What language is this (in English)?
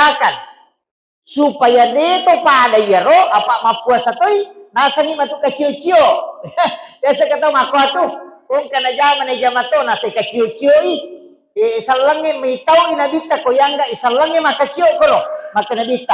Buginese